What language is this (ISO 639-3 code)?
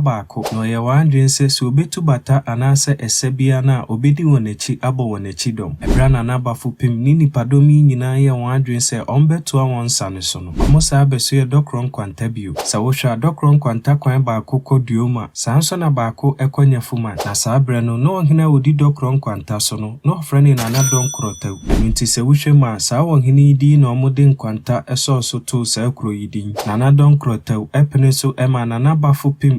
aka